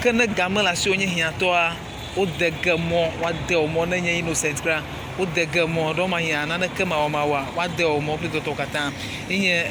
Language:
Ewe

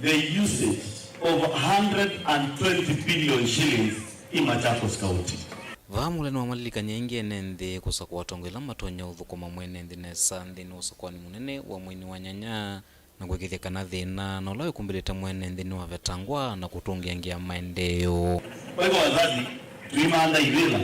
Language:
Kamba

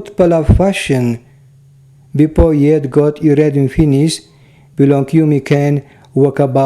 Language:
Tok Pisin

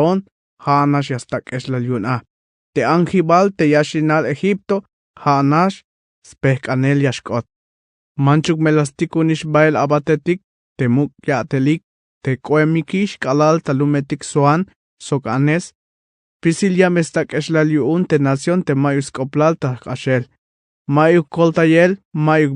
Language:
Tzeltal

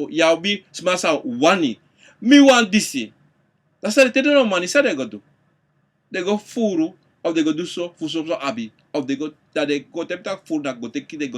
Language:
Sranan Tongo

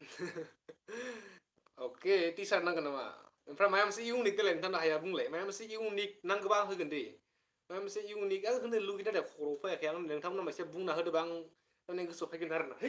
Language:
Bodo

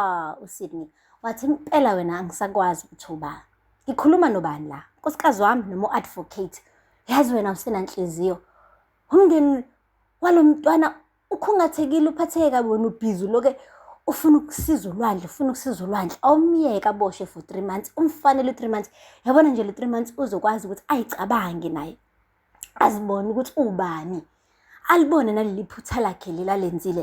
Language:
Zulu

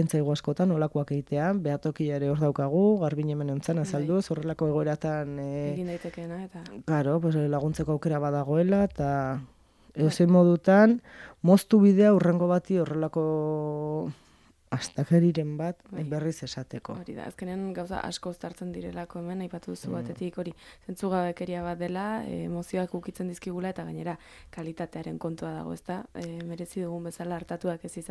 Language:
Basque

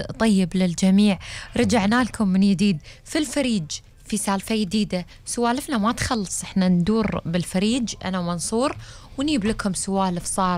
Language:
Gulf Arabic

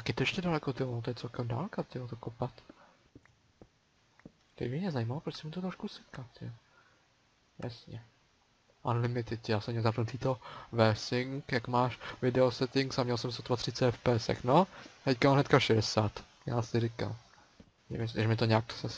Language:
Czech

